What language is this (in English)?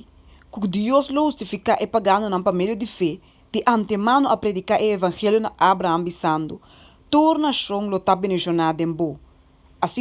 Papiamento